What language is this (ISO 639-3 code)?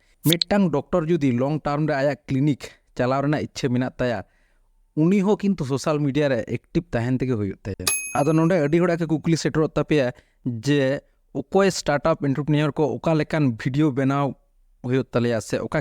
sat